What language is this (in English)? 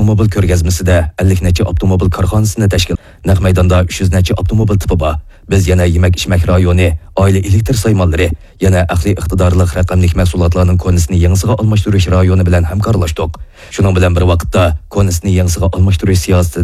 Uyghur